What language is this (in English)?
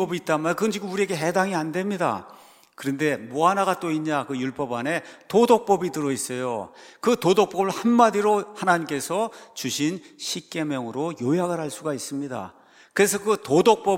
Korean